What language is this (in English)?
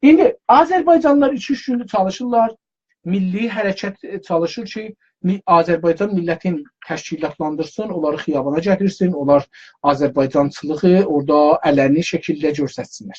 South Azerbaijani